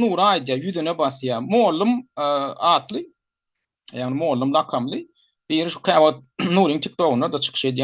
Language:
Turkmen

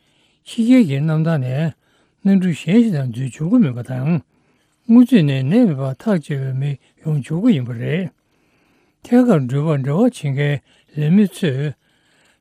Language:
Tibetan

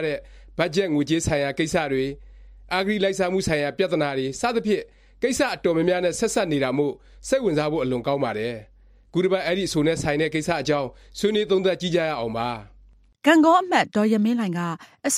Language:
Burmese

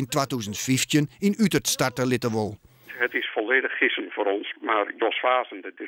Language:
Western Frisian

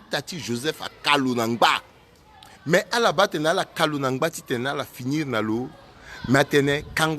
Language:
Sango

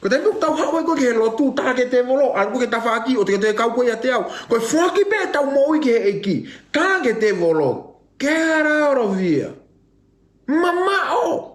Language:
Tongan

